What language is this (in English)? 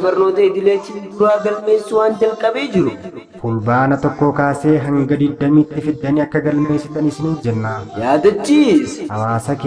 Oromo